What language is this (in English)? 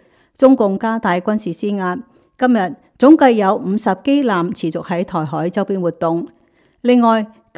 Cantonese